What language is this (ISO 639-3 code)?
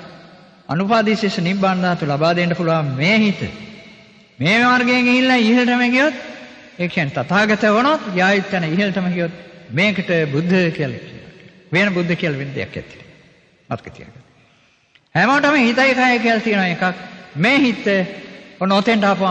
sin